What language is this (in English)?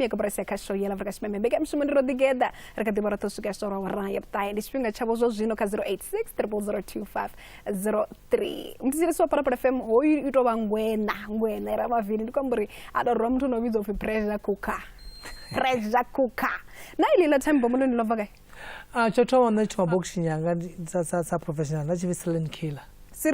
Venda